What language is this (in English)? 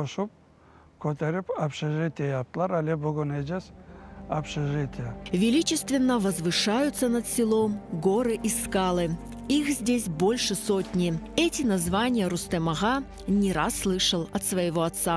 Crimean Tatar